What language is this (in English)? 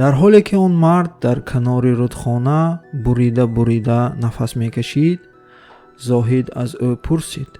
Tajik